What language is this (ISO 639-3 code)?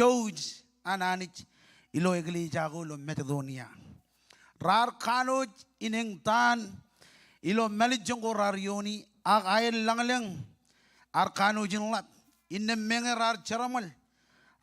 mah